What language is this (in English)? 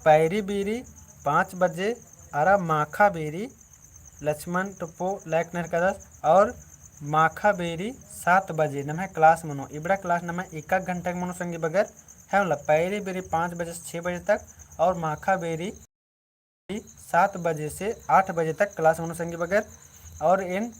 Kurukh